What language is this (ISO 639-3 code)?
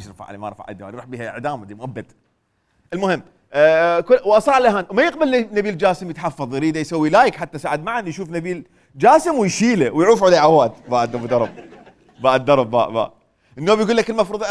acm